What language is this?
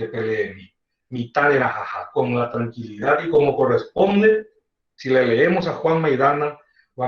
Guarani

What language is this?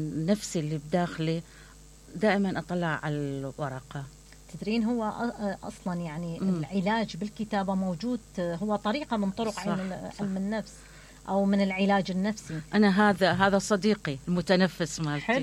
Mesopotamian Arabic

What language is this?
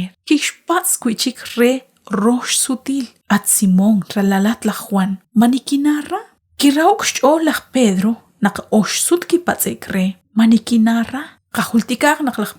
Kekchí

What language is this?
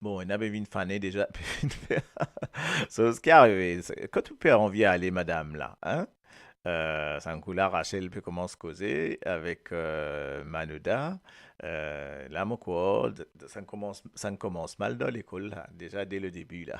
Morisyen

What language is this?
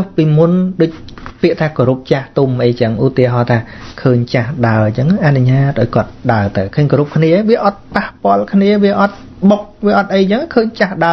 Khmer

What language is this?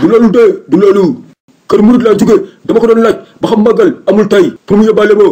Wolof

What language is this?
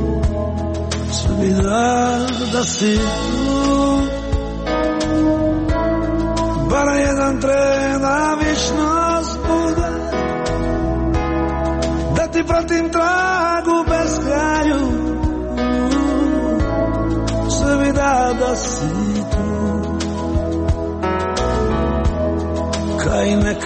Croatian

